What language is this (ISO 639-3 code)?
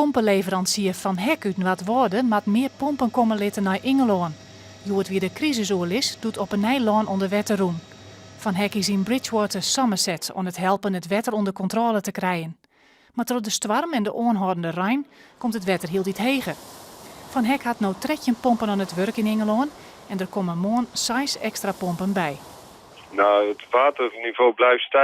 fry